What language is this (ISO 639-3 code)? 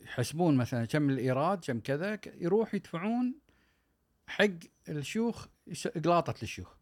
afb